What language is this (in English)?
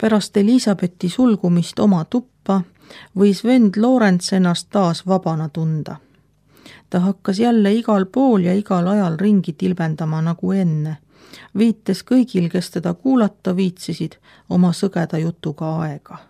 Estonian